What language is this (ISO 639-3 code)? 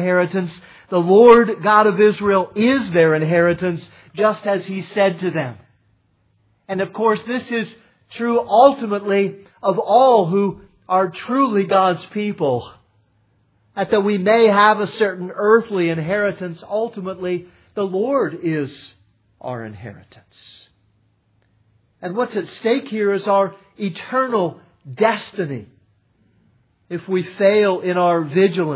eng